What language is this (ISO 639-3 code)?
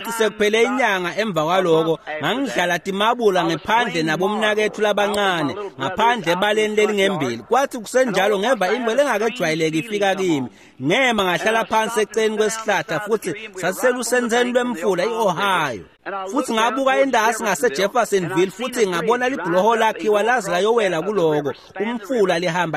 ssw